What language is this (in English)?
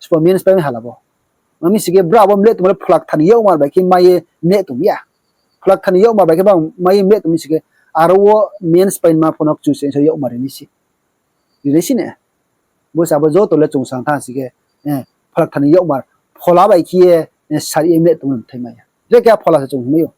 Riang (India)